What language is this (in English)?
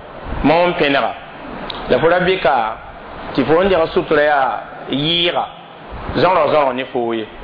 Mossi